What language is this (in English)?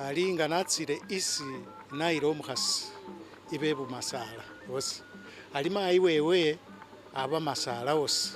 Masaaba